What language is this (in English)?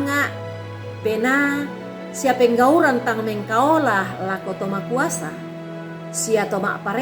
Toraja-Sa'dan